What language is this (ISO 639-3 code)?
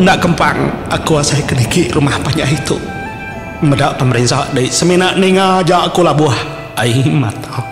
iba